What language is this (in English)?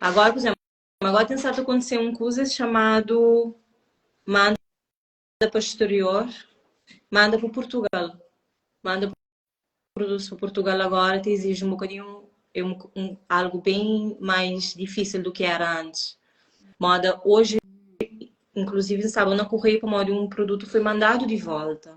Kabuverdianu